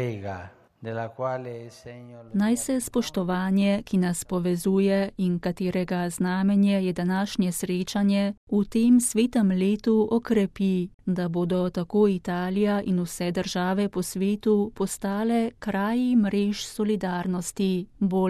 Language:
Slovenian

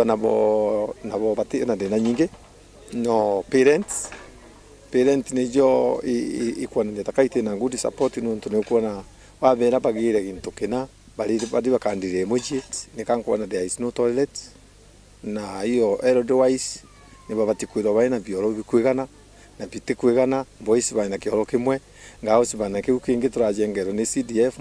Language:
Meru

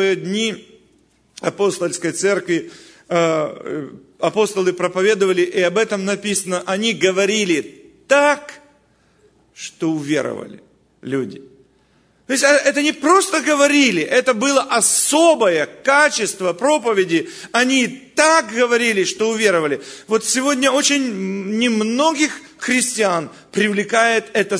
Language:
Russian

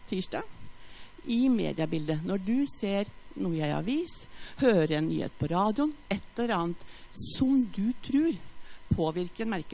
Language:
Norwegian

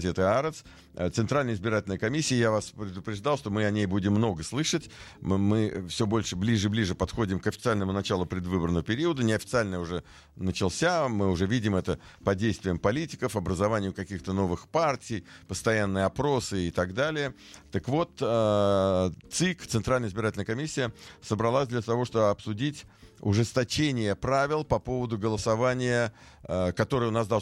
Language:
Russian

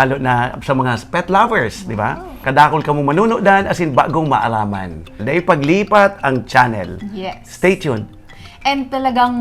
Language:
Bikol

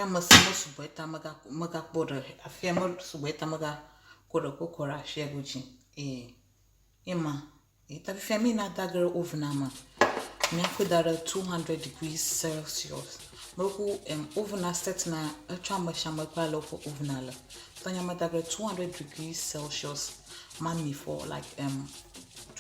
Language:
Ewe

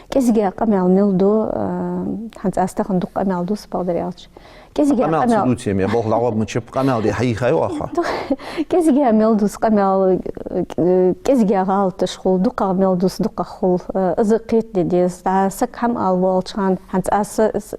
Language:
Ingush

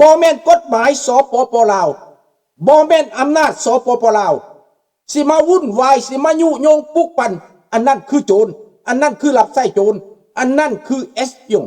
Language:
Lao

